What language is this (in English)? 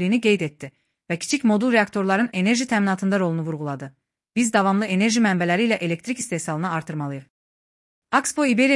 Azerbaijani